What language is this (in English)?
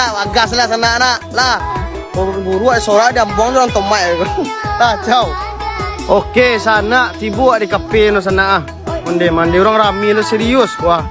Minangkabau